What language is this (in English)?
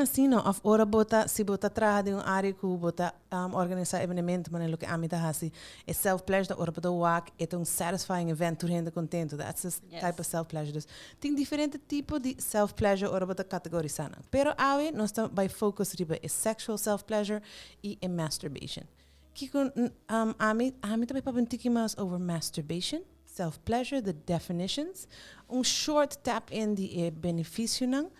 Papiamento